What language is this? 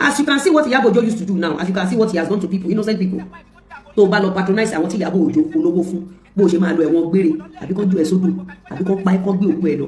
Yoruba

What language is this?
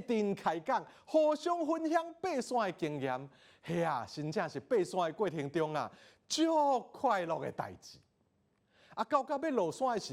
Min Nan Chinese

